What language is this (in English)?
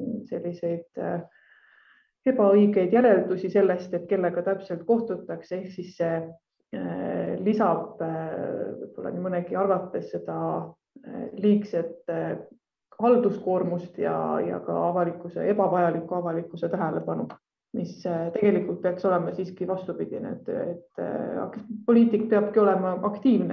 Estonian